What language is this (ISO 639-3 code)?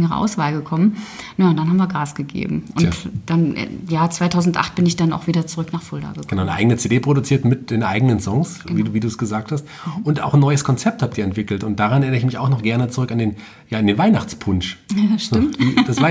deu